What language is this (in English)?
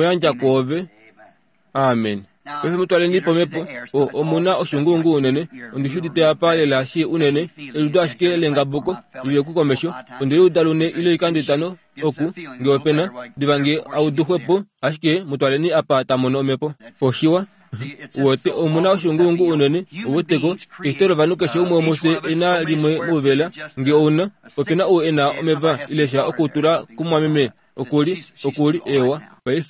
Kuanyama